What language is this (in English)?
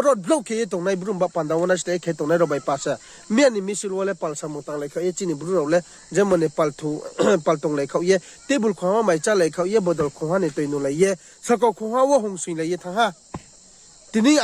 Riang (India)